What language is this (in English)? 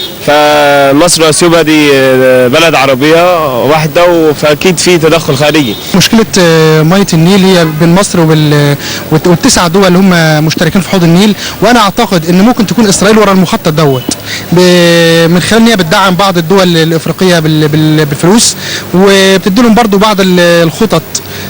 Egyptian Arabic